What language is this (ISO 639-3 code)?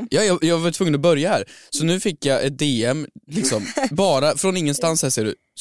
swe